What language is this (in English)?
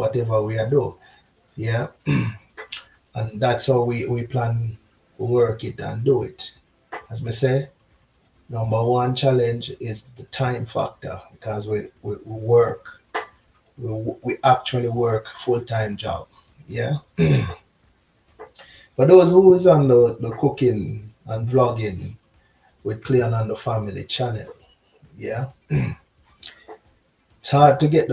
Jamaican Creole English